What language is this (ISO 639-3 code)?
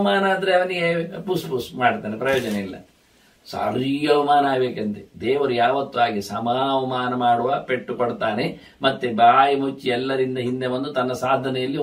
kan